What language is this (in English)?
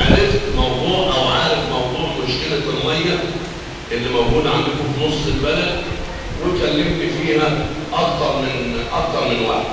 Egyptian Arabic